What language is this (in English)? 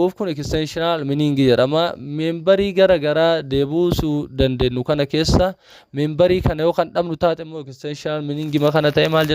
Oromo